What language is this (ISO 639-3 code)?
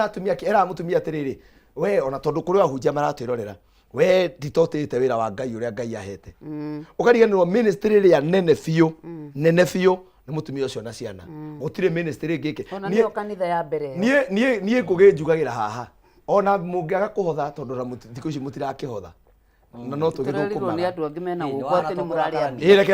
kik